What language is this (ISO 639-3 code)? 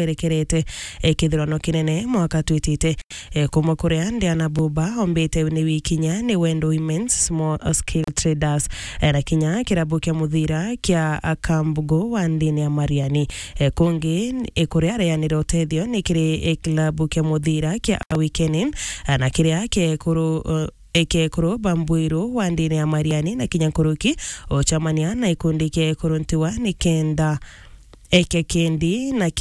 mer